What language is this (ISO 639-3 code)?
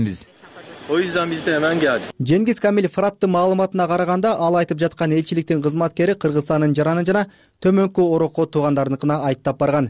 kir